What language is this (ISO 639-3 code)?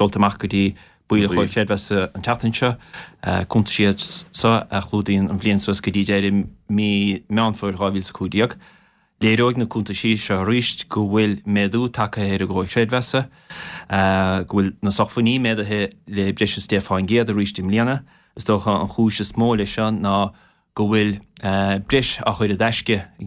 gle